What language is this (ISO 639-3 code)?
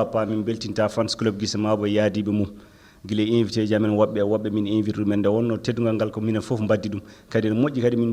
ful